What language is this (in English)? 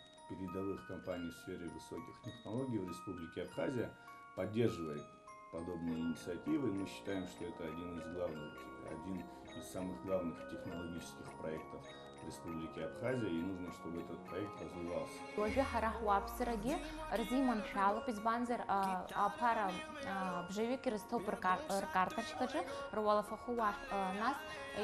Abkhazian